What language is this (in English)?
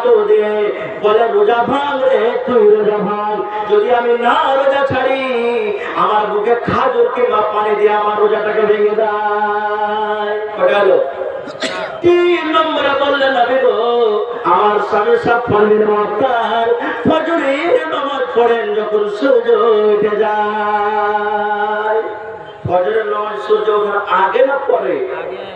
Bangla